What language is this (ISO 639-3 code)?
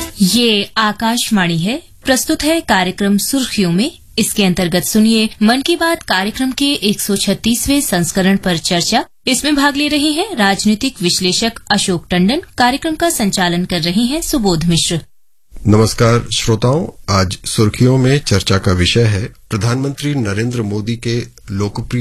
hin